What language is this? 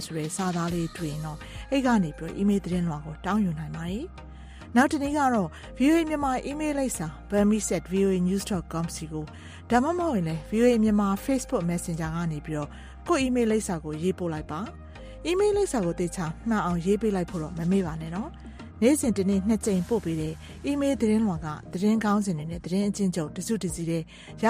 Burmese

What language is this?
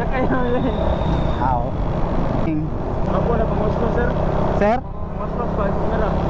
Cebuano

